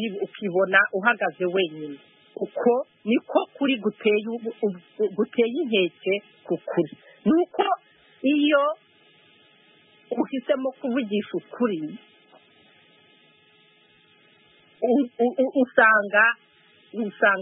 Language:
Kinyarwanda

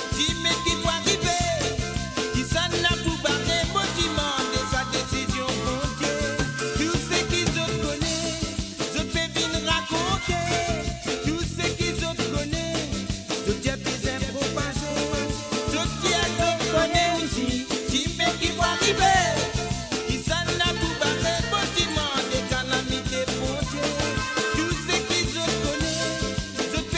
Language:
Morisyen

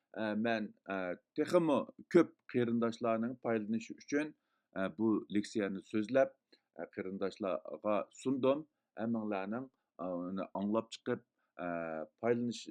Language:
Uyghur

